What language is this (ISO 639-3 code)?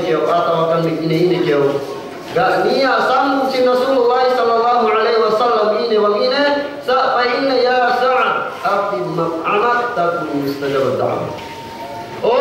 yka